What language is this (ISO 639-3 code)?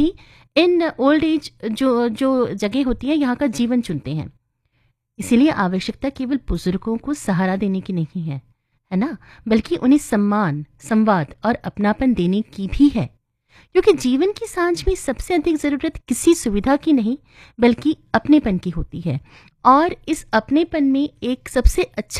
hin